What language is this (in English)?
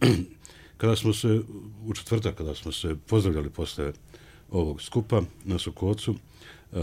Bosnian